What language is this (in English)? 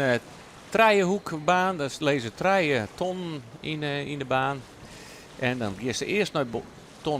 Western Frisian